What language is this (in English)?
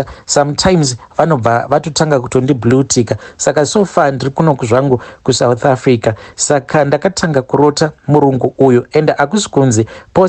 Shona